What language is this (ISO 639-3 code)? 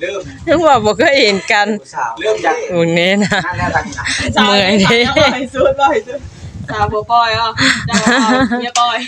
tts